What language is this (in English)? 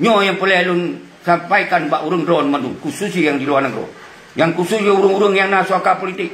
Achinese